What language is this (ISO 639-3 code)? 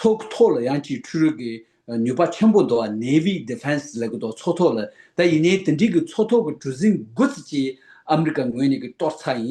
bod